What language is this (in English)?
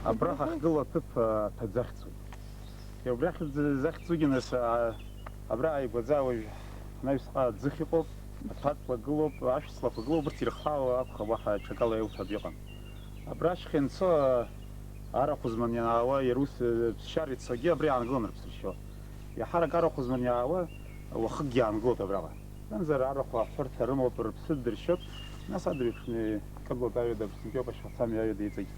Abkhazian